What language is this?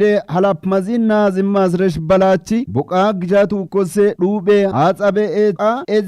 Kafa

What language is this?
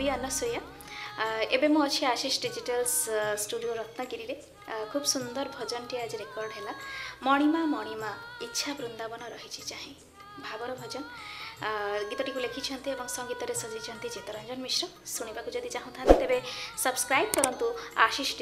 Odia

